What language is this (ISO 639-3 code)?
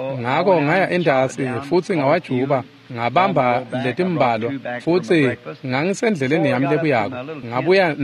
ssw